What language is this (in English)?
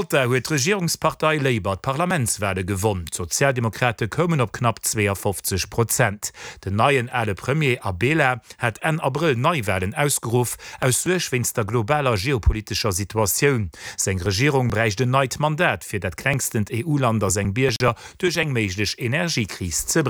Luxembourgish